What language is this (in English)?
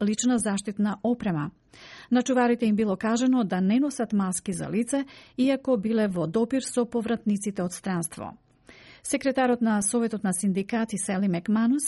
Macedonian